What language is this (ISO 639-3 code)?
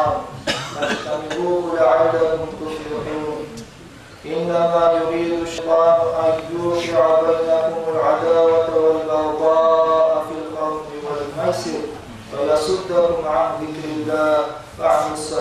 kum